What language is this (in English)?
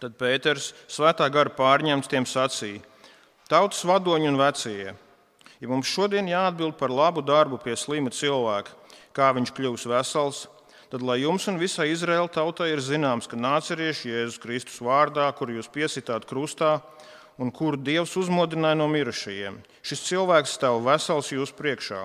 Latvian